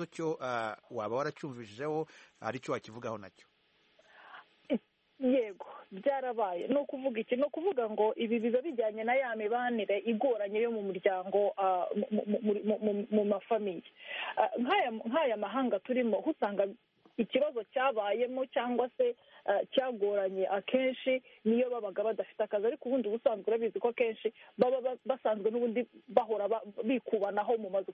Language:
Kinyarwanda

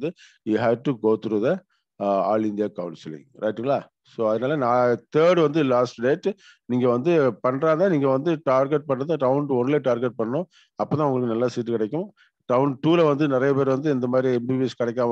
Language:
Tamil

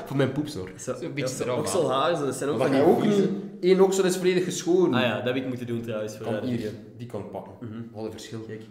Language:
Dutch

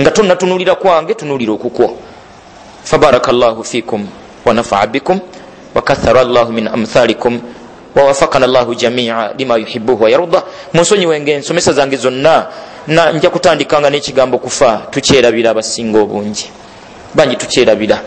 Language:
Ganda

